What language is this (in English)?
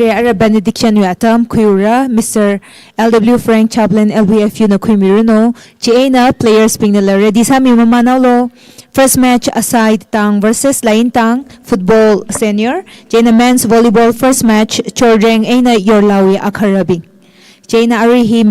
Tangkhul Naga (India)